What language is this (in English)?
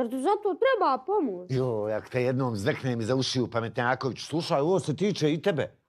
Bosnian